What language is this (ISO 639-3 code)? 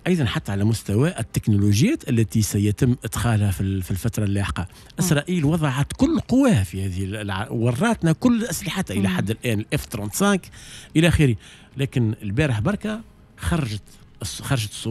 aeb